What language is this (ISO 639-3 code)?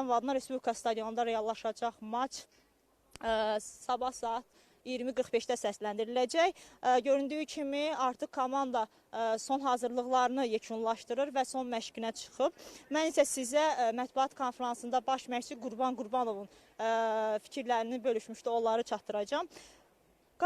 aze